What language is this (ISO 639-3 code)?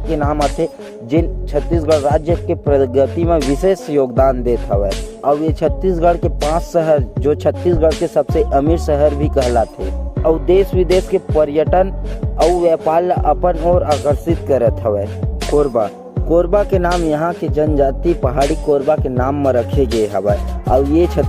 hne